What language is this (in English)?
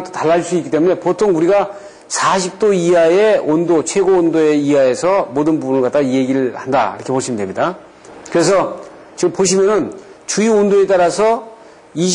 Korean